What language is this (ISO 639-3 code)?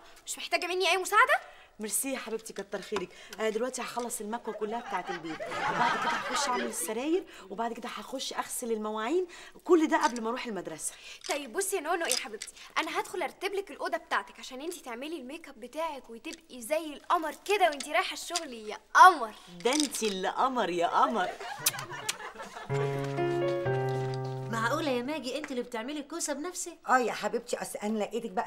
arz